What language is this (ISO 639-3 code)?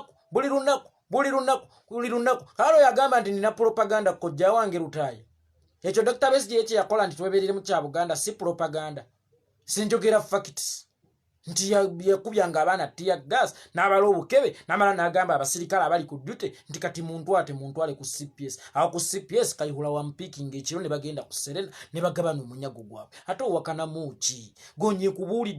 lug